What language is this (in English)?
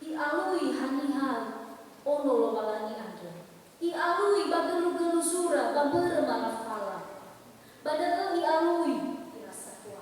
Nias